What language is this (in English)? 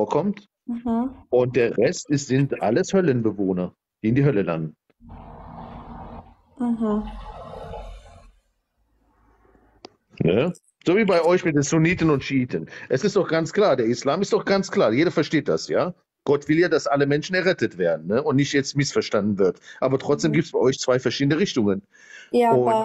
German